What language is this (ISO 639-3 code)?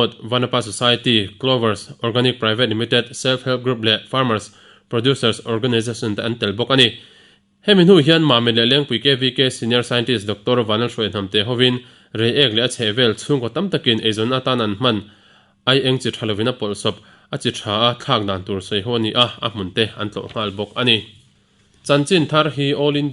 lus